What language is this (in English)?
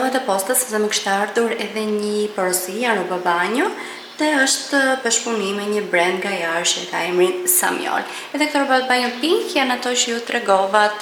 Albanian